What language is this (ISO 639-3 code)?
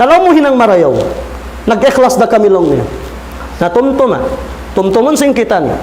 tsg